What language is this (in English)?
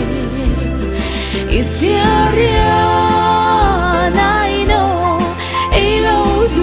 Mara Chin